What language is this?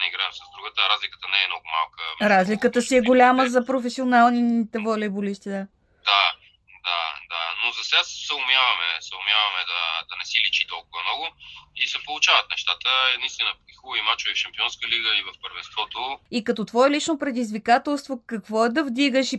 Bulgarian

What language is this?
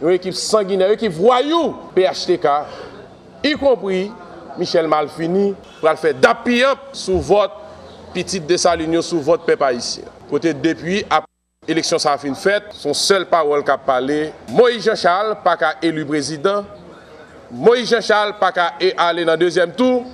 Haitian Creole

